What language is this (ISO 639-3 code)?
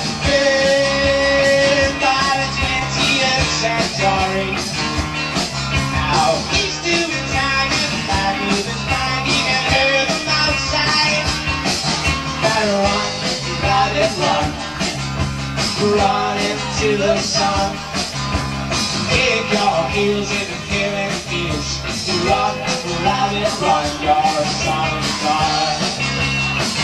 eng